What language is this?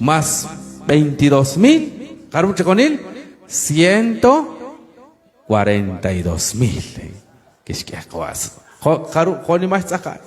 Kekchí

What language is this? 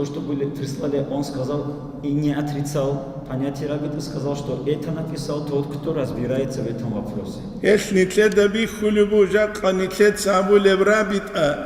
Avaric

